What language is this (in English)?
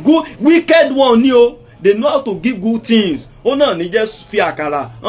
Yoruba